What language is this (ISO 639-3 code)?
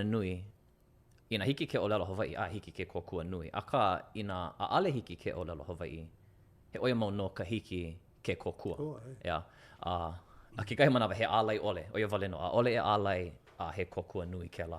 haw